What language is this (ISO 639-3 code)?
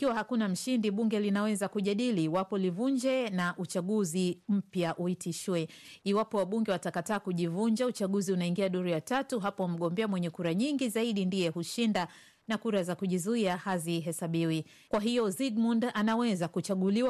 swa